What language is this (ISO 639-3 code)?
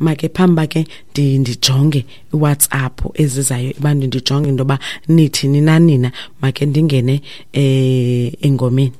xho